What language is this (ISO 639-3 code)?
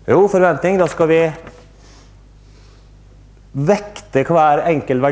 nor